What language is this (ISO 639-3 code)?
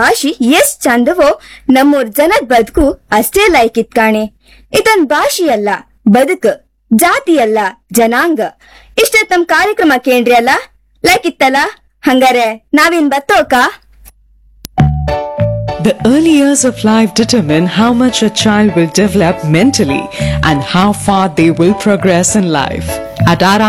kan